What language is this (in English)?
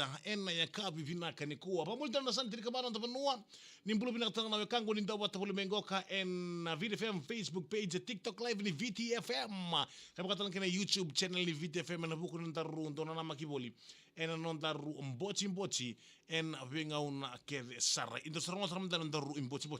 Fijian